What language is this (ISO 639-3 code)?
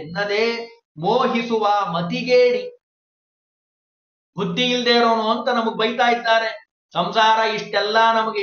kan